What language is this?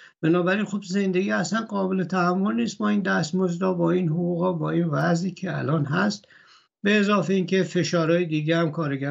Persian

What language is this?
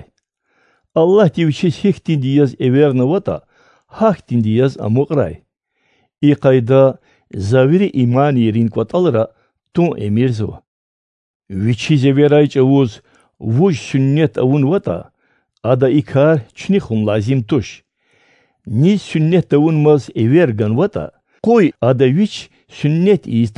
Lezghian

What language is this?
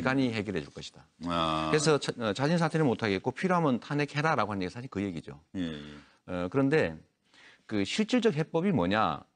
Korean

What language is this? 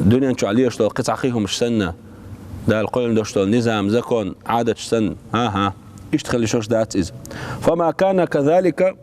Chechen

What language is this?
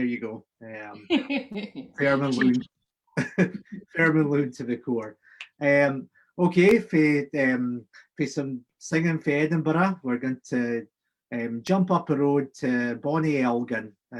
Scots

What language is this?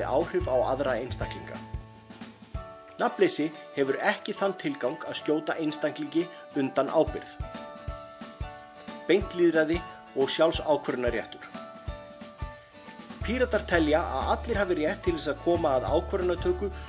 Icelandic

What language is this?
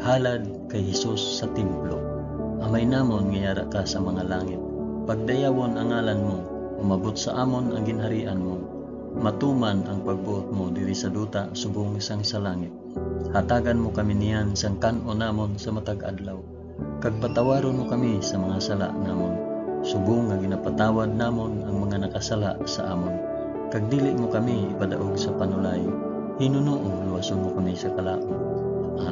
Hiligaynon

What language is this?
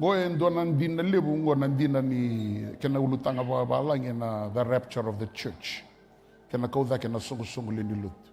Fijian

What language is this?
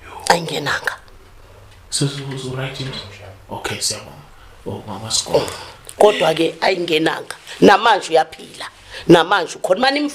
Zulu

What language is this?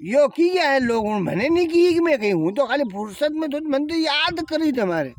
Rajasthani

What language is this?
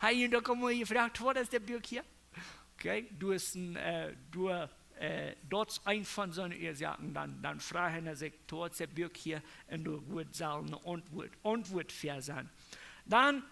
Plautdietsch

